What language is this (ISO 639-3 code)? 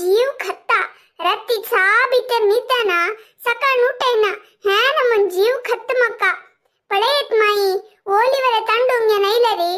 kok